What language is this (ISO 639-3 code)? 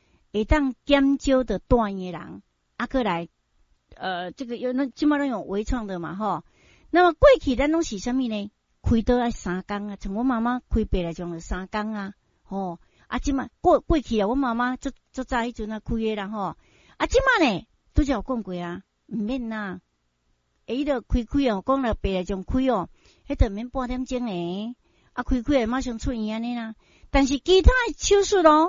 nan